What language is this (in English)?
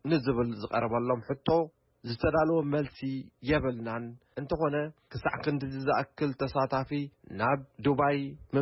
Tigrinya